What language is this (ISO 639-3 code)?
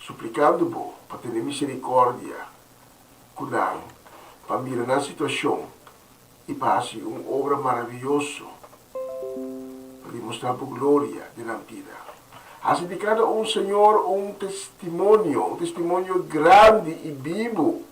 pap